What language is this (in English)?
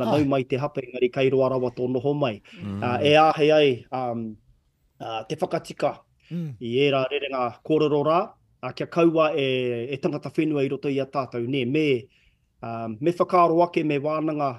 Māori